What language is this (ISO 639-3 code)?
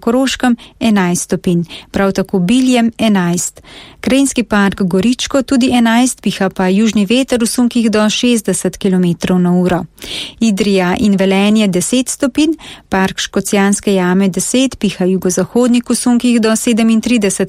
slv